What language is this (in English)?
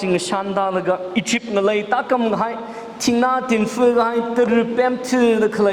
Tangkhul Naga (India)